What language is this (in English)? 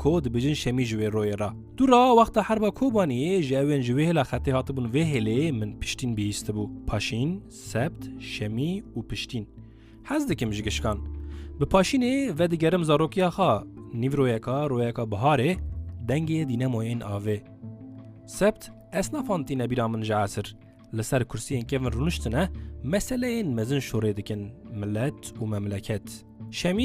Kurdish